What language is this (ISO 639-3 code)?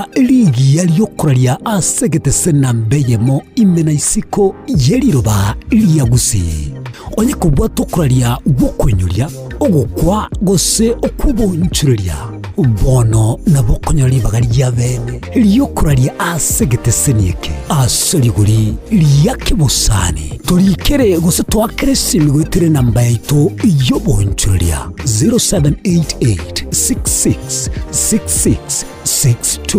guz